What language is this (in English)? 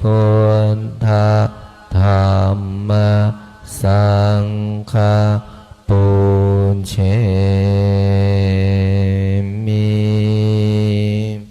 Pali